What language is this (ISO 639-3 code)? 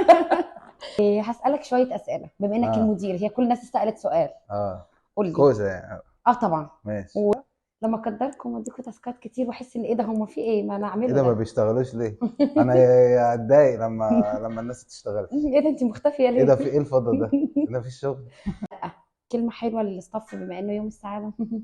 arz